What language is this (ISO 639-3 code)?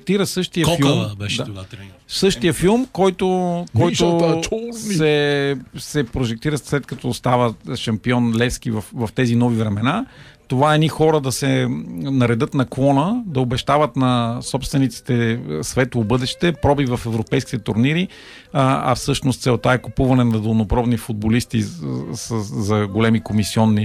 bul